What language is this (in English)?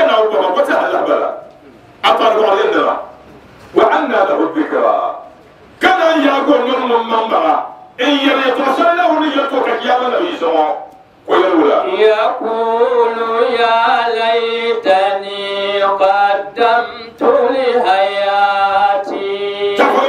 Dagbani